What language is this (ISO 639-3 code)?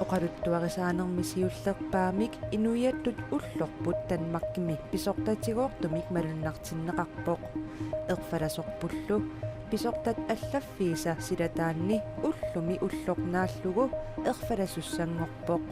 kal